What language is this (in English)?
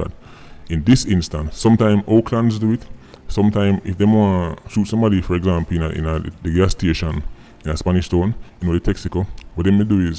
Jamaican Creole English